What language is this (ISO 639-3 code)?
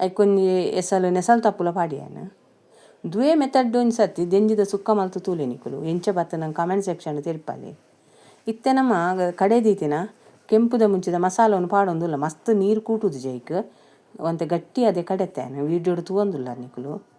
tcy